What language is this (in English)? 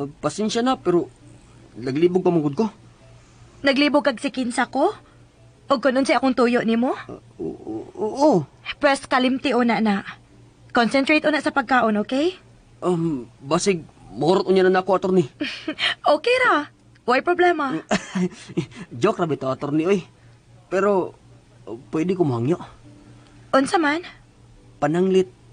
Cebuano